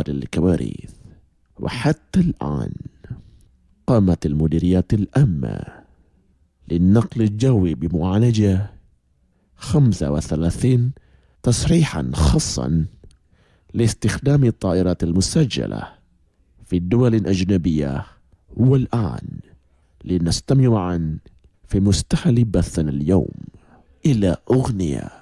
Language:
Arabic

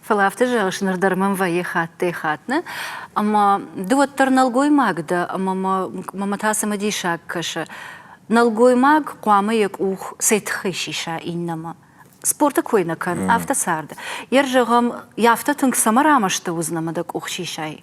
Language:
Ossetic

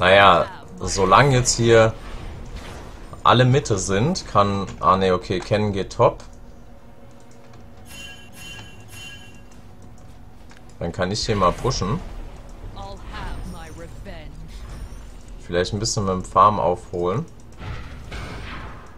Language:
German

